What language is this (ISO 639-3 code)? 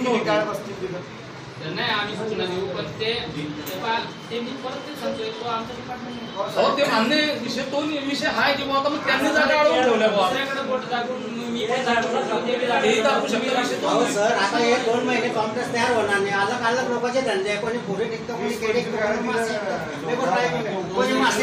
mar